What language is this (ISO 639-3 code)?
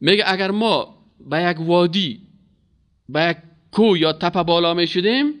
fas